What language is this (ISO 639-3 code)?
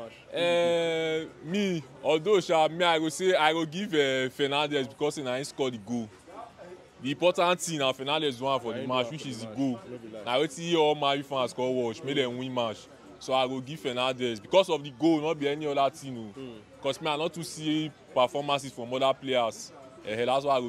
pcm